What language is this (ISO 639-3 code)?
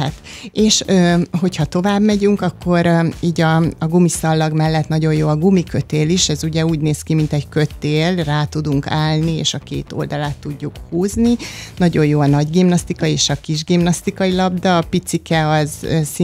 hun